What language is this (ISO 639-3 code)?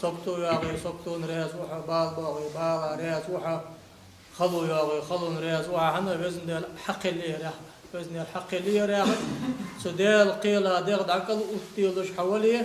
inh